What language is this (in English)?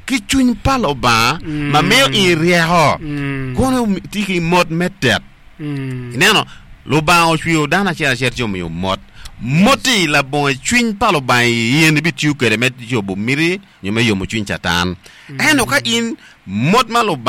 Acoli